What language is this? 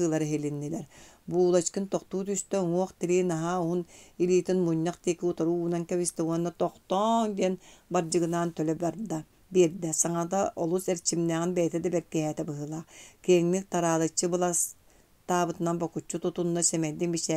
Yakut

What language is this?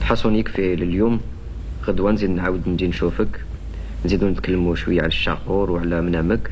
Algerian Arabic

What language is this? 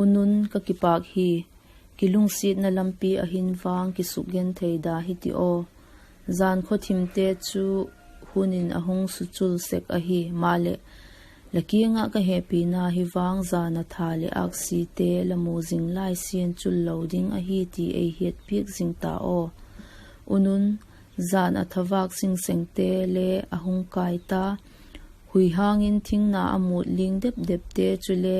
Vaiphei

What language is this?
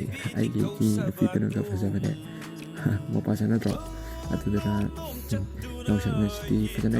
Manipuri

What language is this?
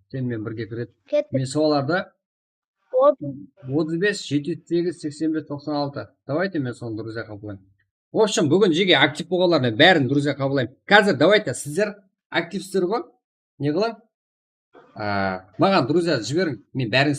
Kara-Kalpak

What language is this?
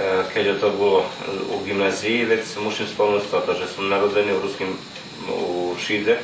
Rusyn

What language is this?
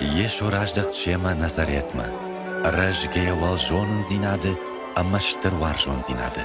Ossetic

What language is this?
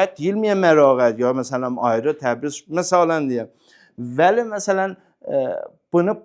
Azerbaijani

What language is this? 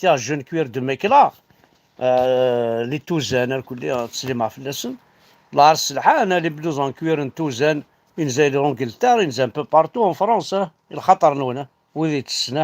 Kabyle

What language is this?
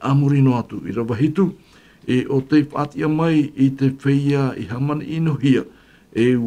Tahitian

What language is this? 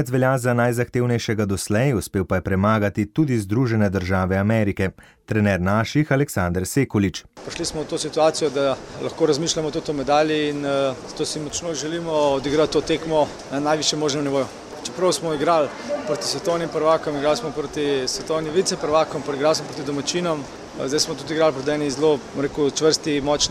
Slovenian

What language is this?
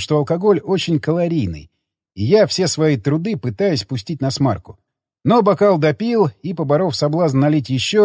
Russian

